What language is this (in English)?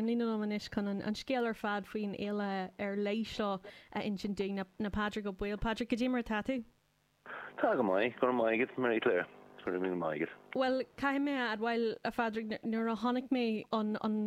Irish